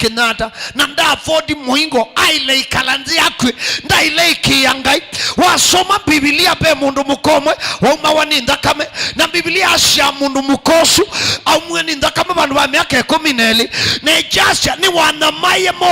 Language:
Kamba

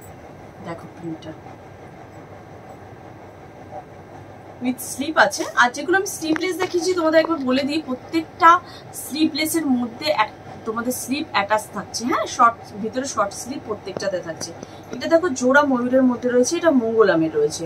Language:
Bangla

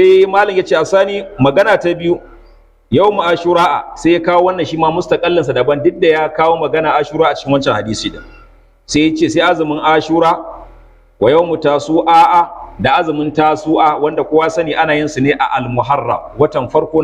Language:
Hausa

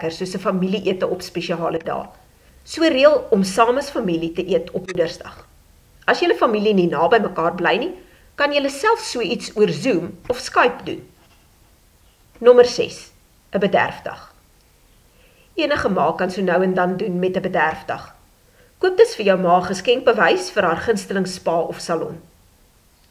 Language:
Afrikaans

